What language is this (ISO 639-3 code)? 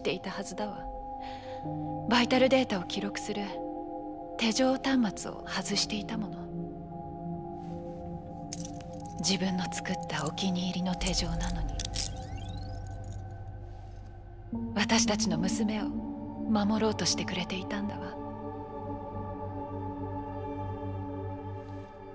jpn